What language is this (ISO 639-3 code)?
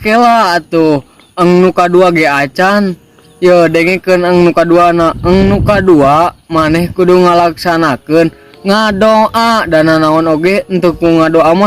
sun